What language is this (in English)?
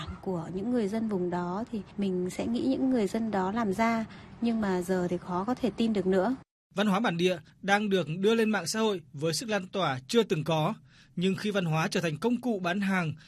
Vietnamese